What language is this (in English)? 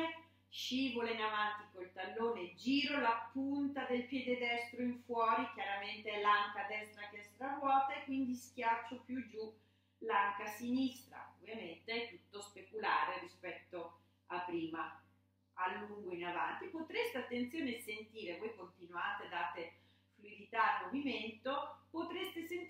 Italian